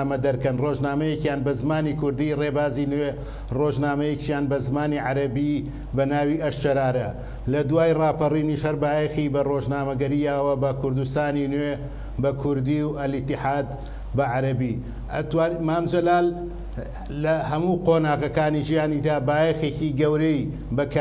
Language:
Central Kurdish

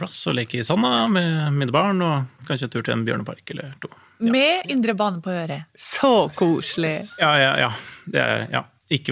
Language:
Norwegian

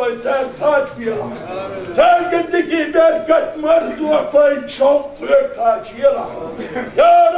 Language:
Chechen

